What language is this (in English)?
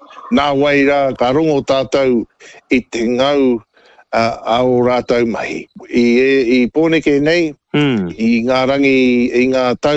Māori